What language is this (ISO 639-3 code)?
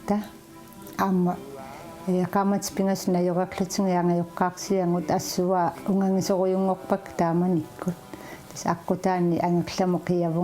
kal